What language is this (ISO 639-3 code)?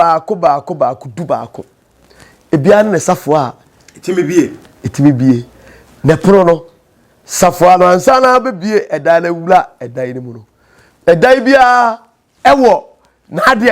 aka